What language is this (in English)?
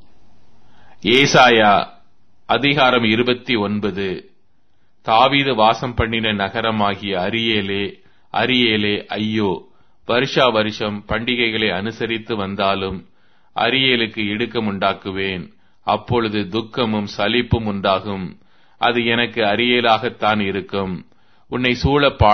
Tamil